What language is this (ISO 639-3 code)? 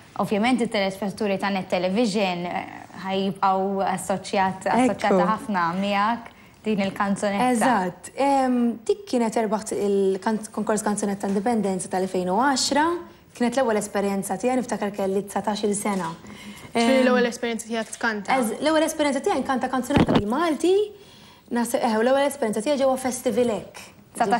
mlt